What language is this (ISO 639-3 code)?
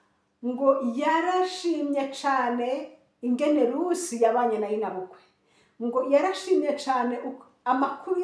run